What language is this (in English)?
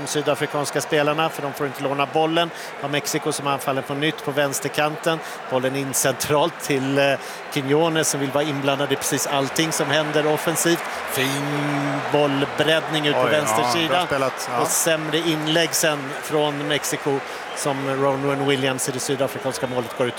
Swedish